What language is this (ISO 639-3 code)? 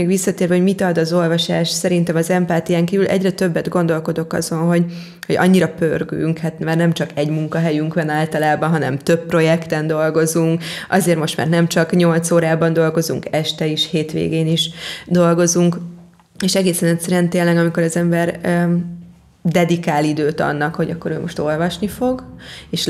hun